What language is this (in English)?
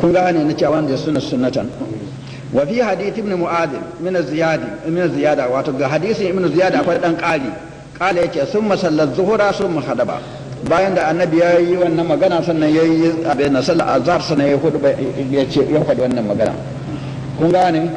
Hausa